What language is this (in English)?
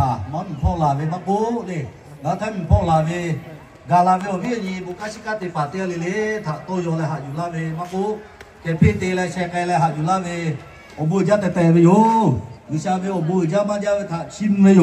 Lahu